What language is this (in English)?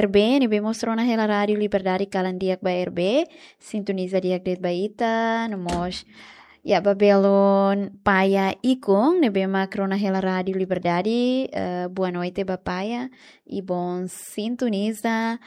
Tetum